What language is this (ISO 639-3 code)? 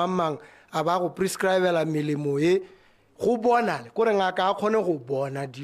tsn